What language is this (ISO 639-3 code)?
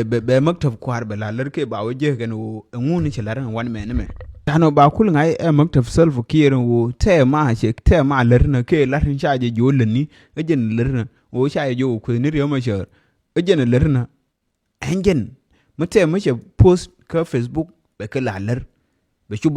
nus